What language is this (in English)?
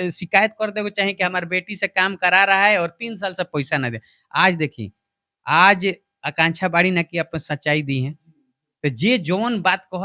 Bhojpuri